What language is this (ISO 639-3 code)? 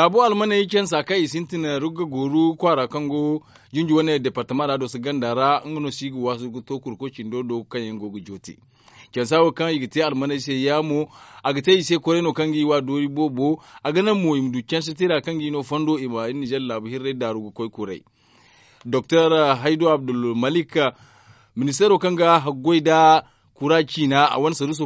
dje